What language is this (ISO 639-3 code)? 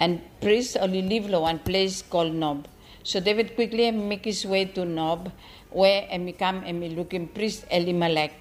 bis